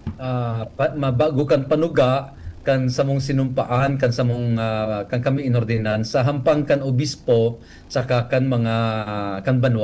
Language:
Bikol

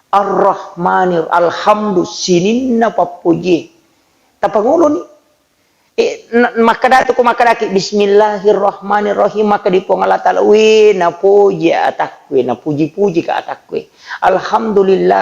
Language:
Buginese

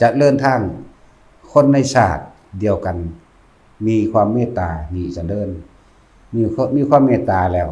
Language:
Lao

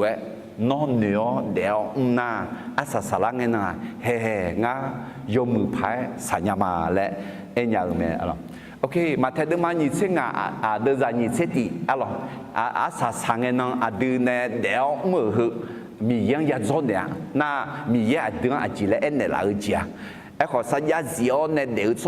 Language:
Akha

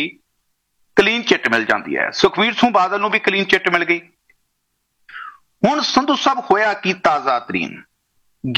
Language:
Punjabi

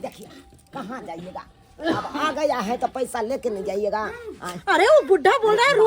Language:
Maithili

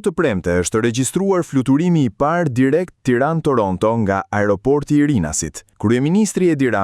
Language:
Albanian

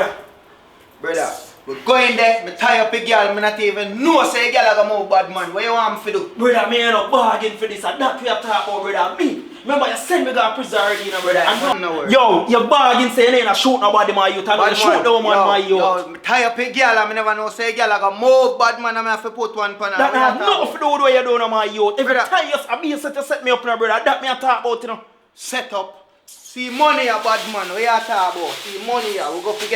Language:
Jamaican Creole English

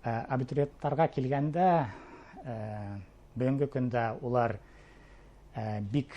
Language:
Bashkir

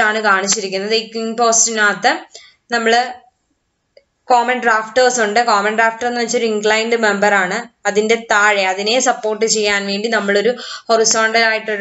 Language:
Malayalam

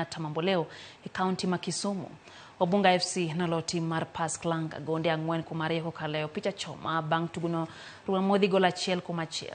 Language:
Luo (Kenya and Tanzania)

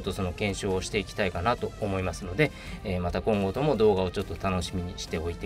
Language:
Japanese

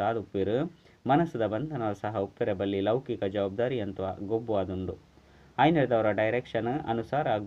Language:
Tulu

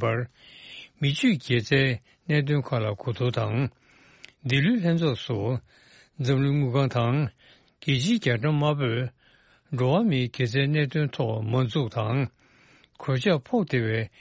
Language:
Tibetan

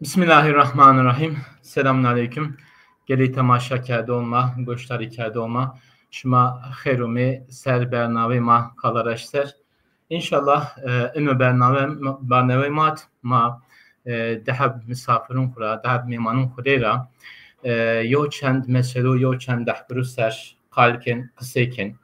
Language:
Zaza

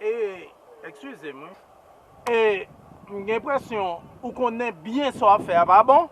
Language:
Haitian Creole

